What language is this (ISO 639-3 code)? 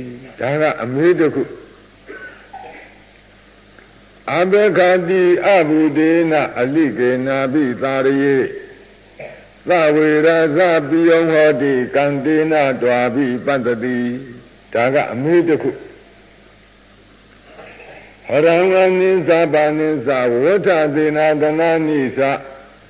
mya